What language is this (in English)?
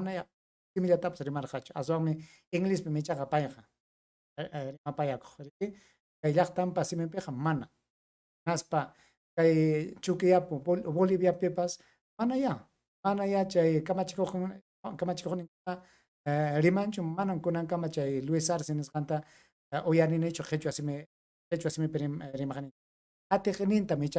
Ayacucho Quechua